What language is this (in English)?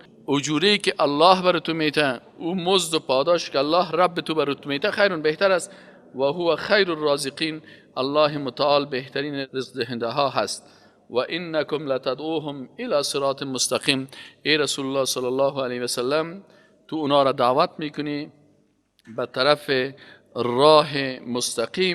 Persian